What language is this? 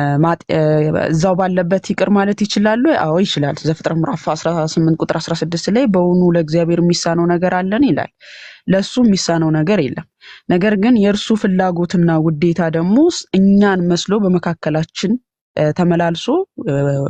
Amharic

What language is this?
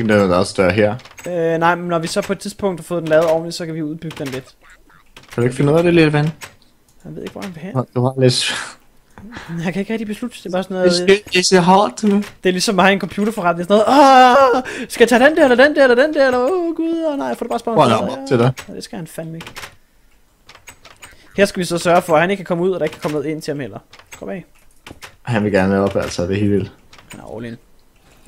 Danish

